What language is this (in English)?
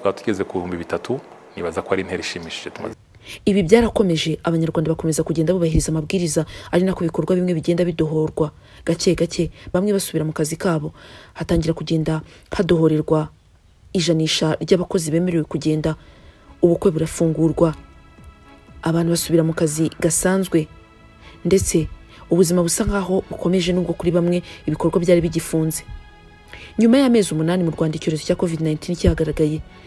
Kinyarwanda